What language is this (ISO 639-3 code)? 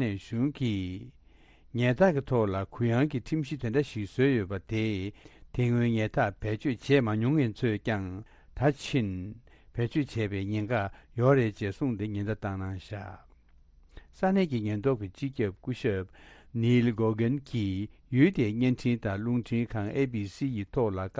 bod